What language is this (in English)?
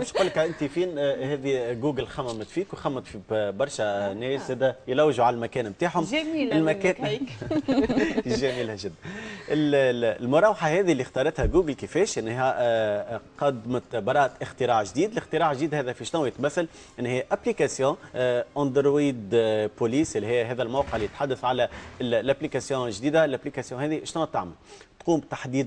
Tunisian Arabic